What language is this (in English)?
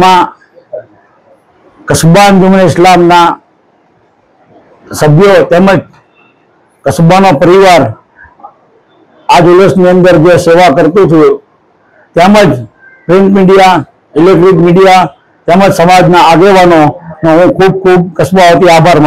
Gujarati